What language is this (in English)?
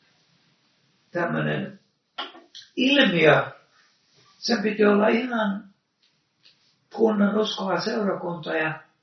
Finnish